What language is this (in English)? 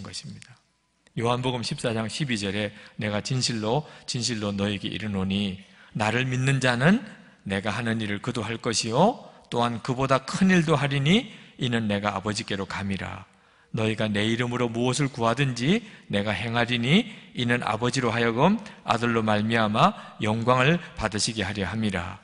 Korean